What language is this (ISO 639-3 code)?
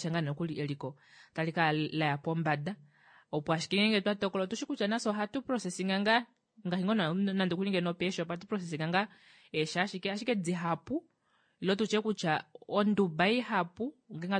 kua